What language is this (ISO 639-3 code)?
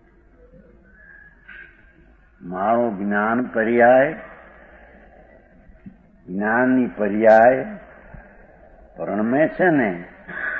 guj